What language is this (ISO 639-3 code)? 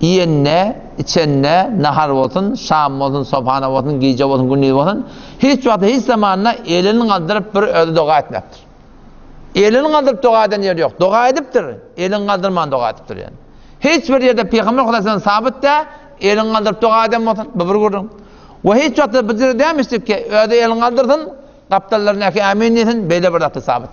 tuk